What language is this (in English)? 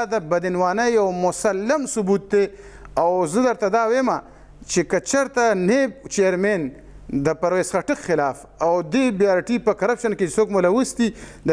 Pashto